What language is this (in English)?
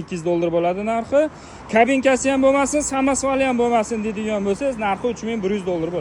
Uzbek